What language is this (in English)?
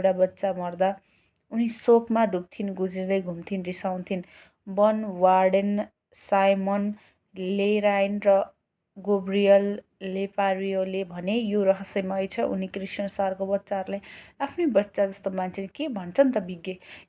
Nepali